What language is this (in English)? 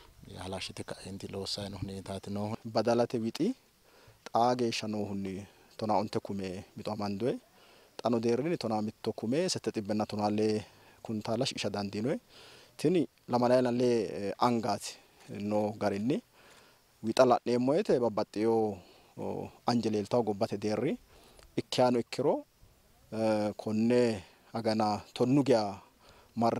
Sidamo